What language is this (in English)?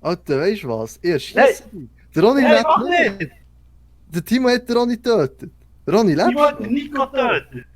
Swiss German